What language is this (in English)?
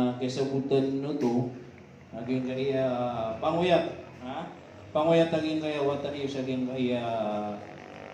Maranao